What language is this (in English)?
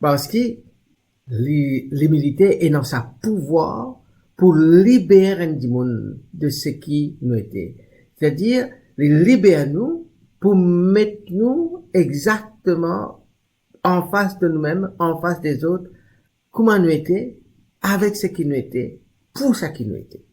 Morisyen